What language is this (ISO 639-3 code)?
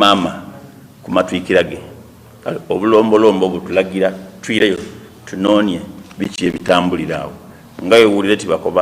xog